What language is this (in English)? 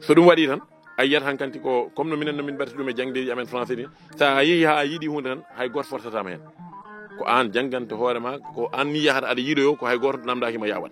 Fula